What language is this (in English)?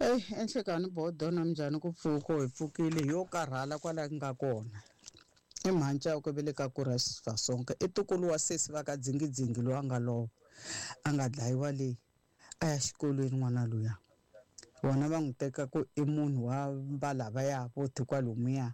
Tsonga